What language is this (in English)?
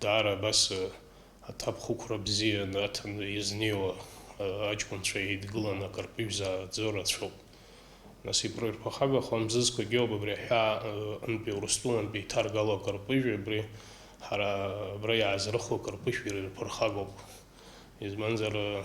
Abkhazian